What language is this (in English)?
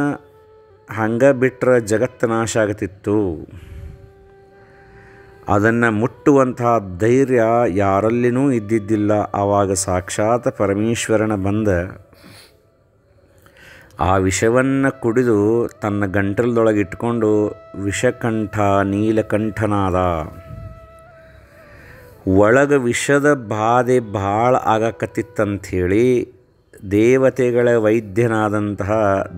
Kannada